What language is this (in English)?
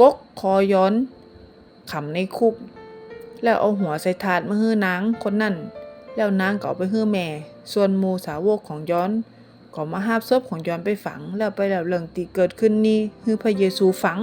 Northern Thai